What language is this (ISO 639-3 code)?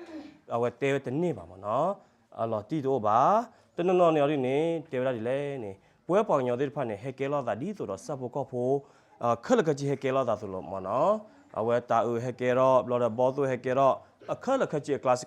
ksw